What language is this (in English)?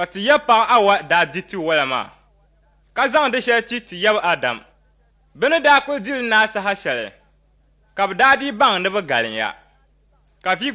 Dagbani